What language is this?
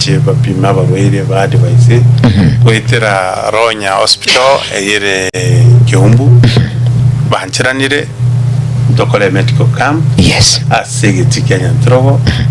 Gusii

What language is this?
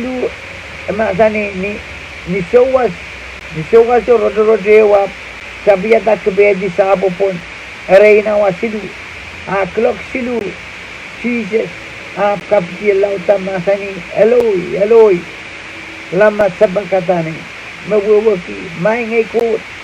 Pohnpeian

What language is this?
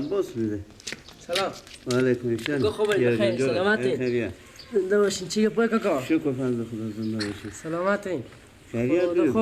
Persian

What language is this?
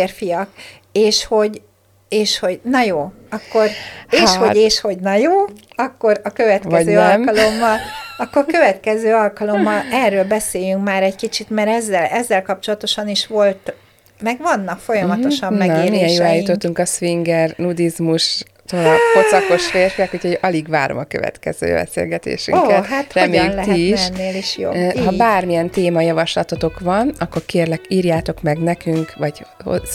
Hungarian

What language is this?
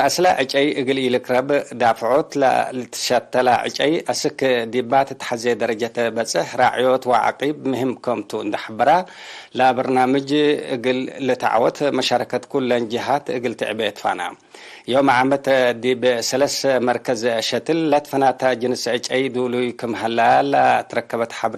Tigre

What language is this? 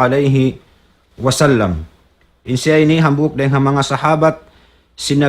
Tausug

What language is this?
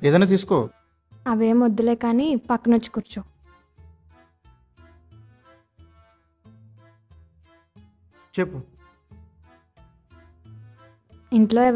Telugu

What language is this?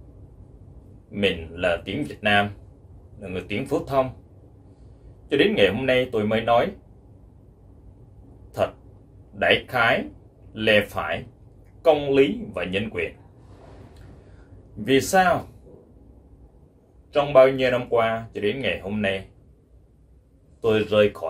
Vietnamese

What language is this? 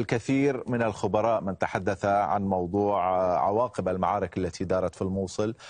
Arabic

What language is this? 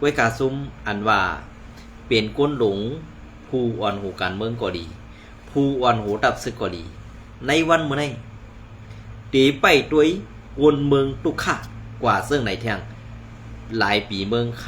Shan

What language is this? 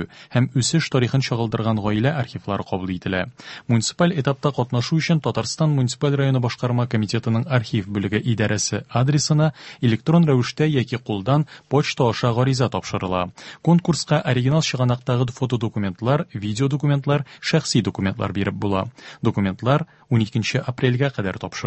Tatar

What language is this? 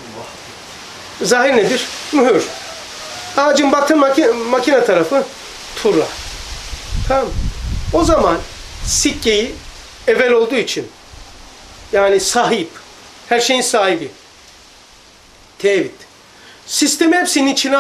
Turkish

